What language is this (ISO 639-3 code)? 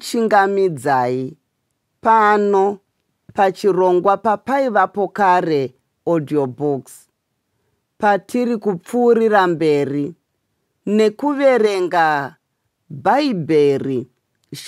sna